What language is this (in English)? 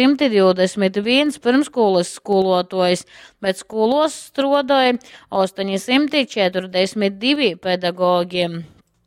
Latgalian